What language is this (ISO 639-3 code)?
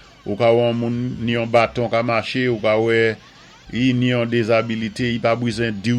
acf